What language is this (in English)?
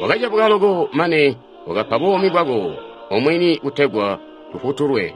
Tonga (Zambia)